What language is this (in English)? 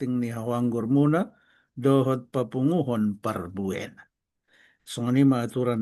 Batak Toba